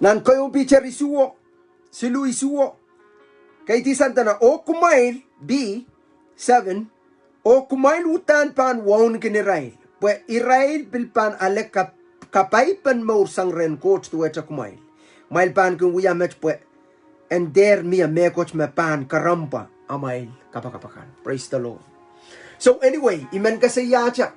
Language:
Pohnpeian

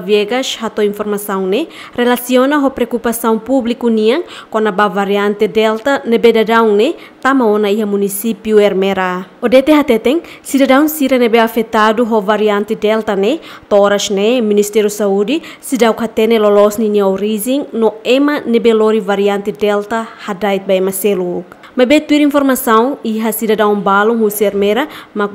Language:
Tetum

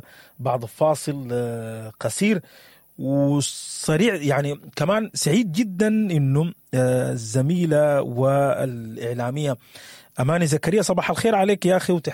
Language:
Sudanese Arabic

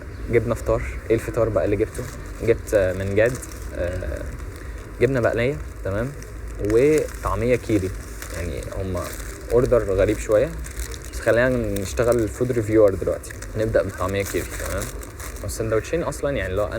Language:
Egyptian Arabic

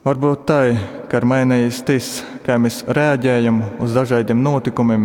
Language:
Latgalian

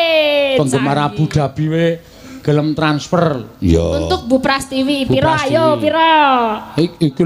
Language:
Javanese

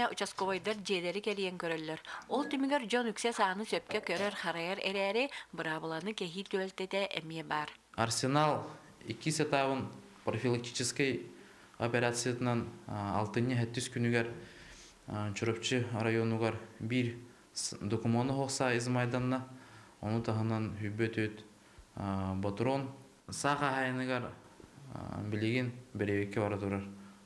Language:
Yakut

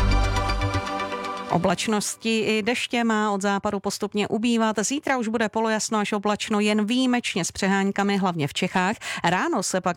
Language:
Czech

